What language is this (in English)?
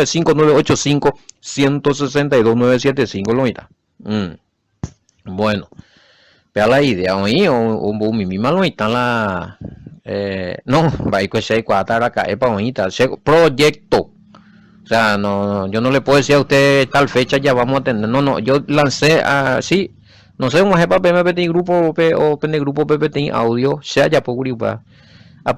Guarani